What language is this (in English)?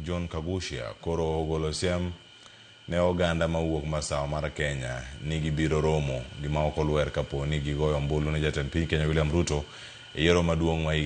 Luo (Kenya and Tanzania)